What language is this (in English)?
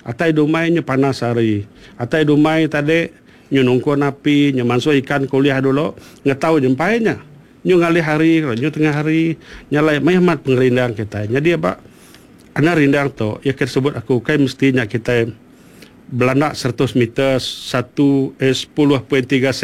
Iban